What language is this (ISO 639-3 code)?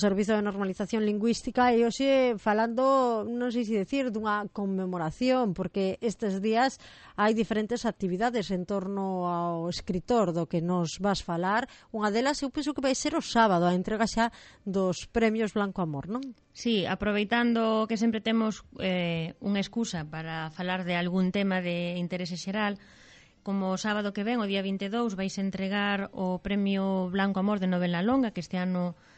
glg